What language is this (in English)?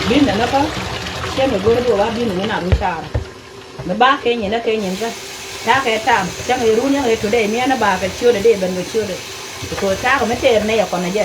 Nuer